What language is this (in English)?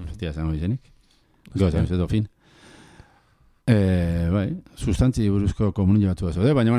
Basque